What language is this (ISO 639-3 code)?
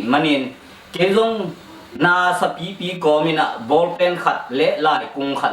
ctd